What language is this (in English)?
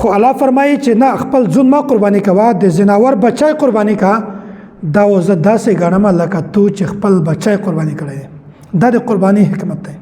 Pashto